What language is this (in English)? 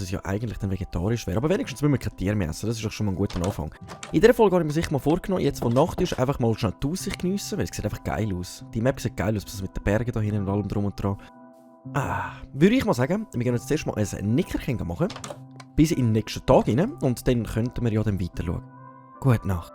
Swiss German